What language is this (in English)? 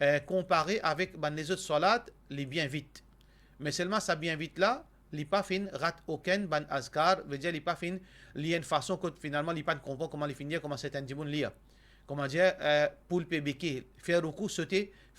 Morisyen